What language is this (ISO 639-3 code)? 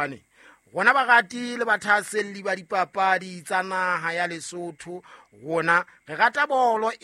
sot